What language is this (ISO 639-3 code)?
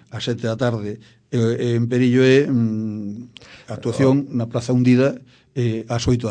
glg